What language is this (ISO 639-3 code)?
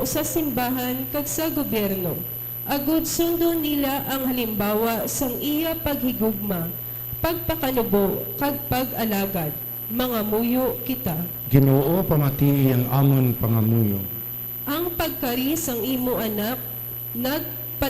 hil